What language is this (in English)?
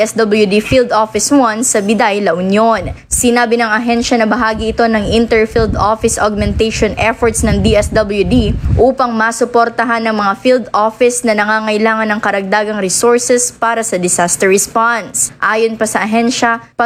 Filipino